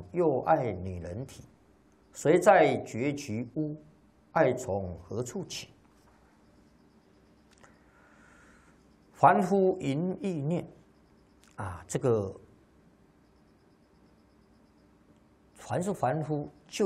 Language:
Chinese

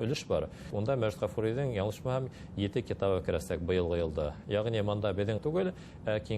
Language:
Bashkir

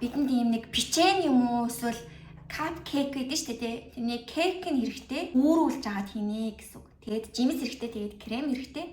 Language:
Mongolian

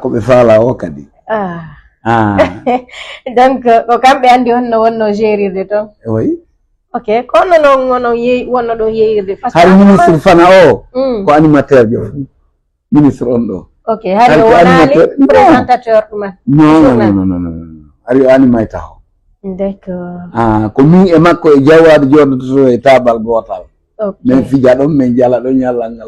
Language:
Fula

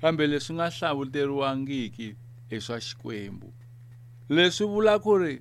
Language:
Tsonga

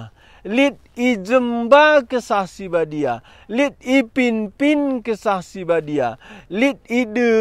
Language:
Batak Karo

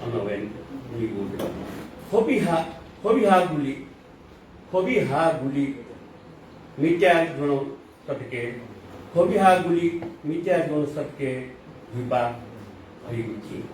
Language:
Newari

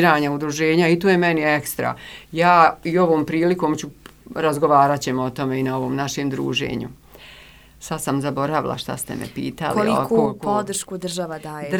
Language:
Croatian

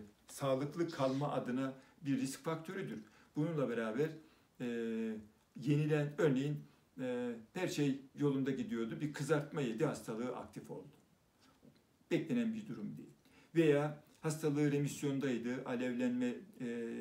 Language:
Turkish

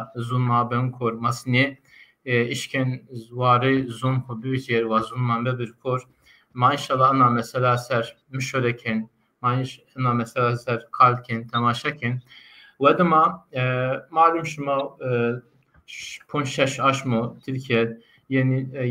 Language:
Zaza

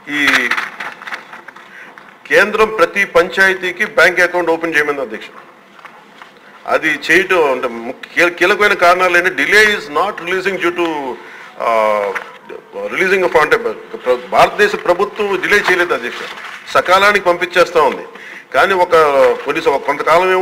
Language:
Telugu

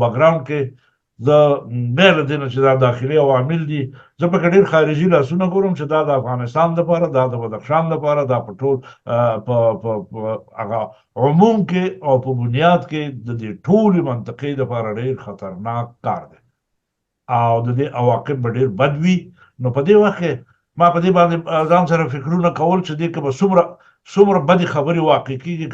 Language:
Pashto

